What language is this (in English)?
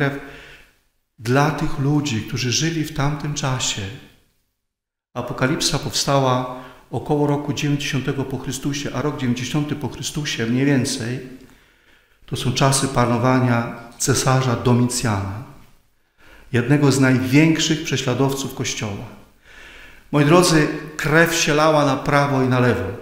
Polish